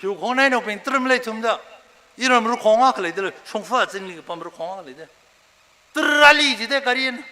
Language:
Tangkhul Naga (India)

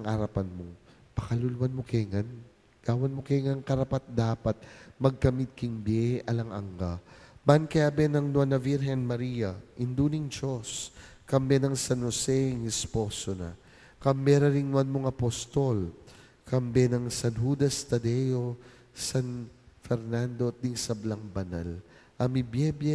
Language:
Pampanga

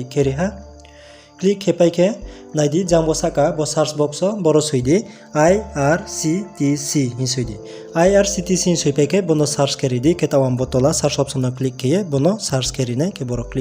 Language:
Riang (India)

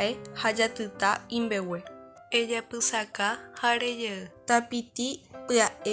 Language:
Guarani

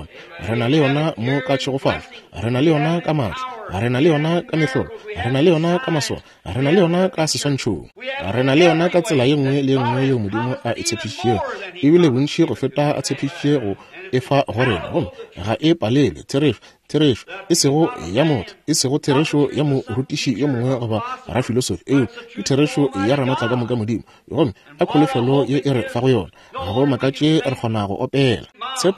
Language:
Northern Sotho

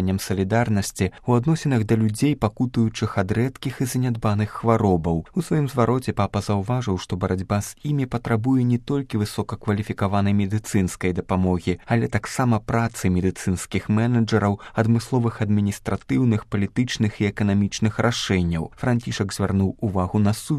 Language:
Belarusian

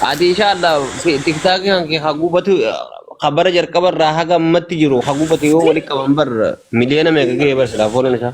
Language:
Oromo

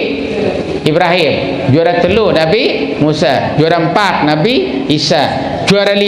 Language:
Sasak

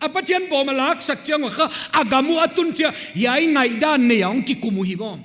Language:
Paite Chin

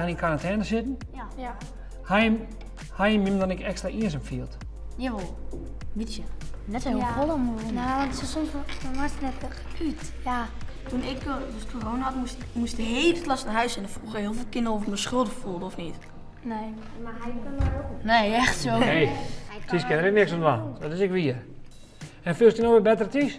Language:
Western Frisian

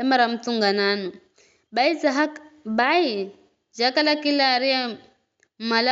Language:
Giryama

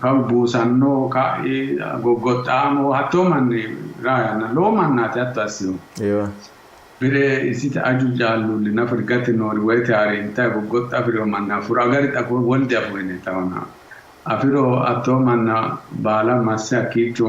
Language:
Sidamo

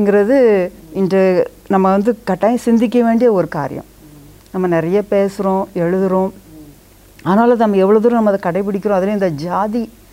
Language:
Tamil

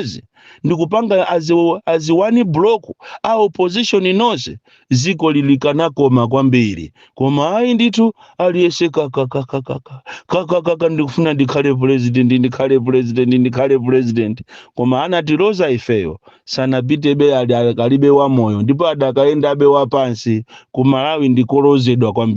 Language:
Nyanja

